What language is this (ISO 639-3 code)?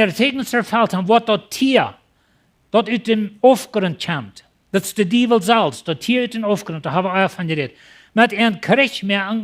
pdt